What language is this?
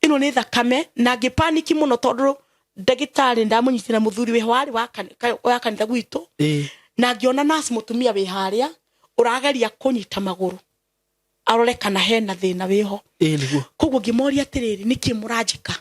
Kikuyu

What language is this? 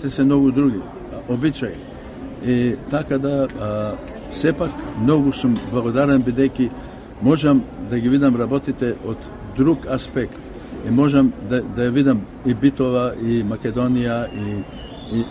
Macedonian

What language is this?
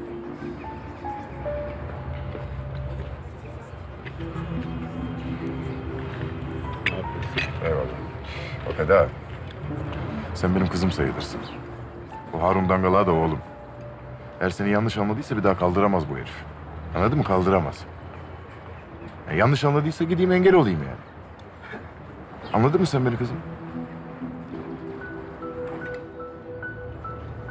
Turkish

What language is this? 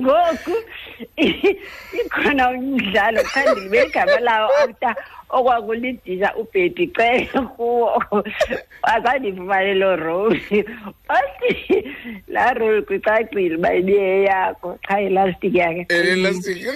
Xhosa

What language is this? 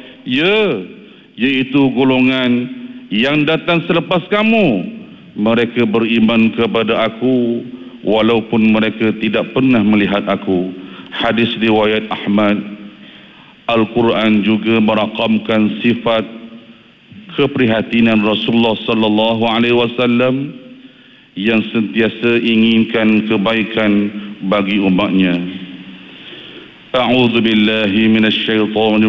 Malay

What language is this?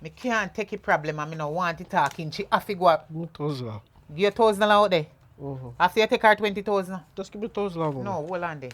Jamaican Creole English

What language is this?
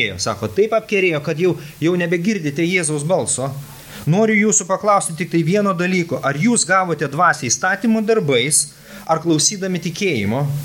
Lithuanian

